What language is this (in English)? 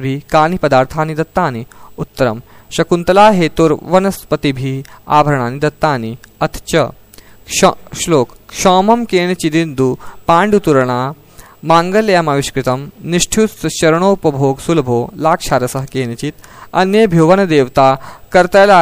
Sanskrit